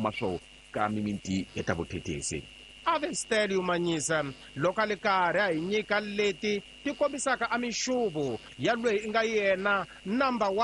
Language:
Tsonga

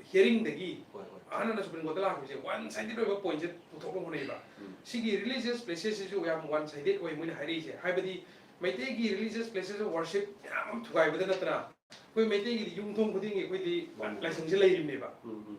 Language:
Manipuri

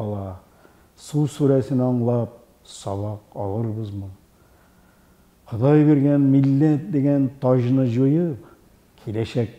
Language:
Tatar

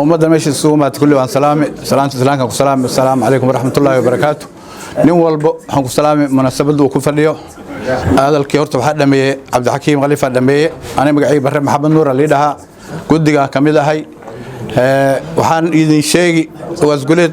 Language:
Somali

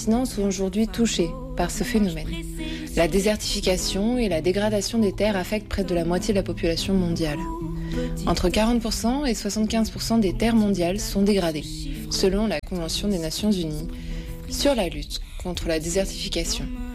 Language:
French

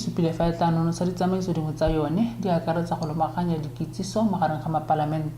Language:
Tswana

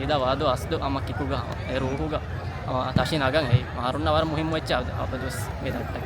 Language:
Divehi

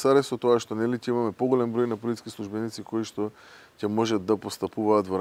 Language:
Macedonian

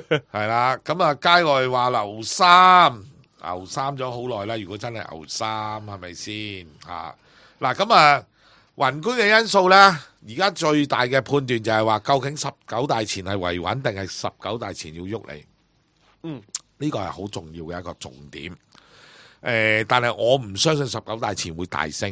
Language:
Cantonese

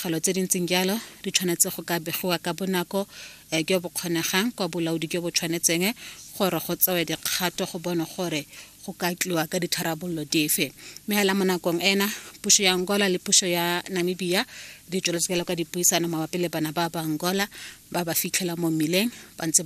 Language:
Tswana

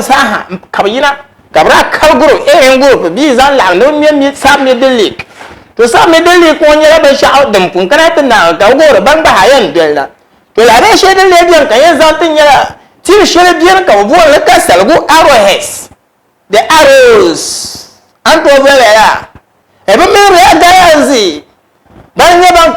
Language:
Dagbani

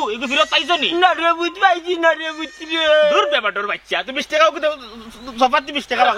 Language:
Sylheti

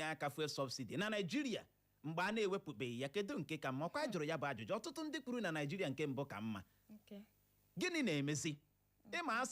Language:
Igbo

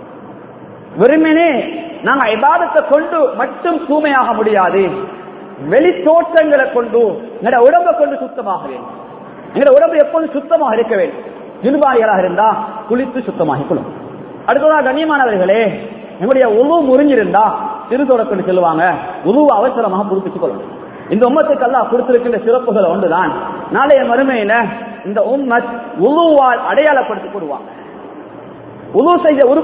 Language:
Tamil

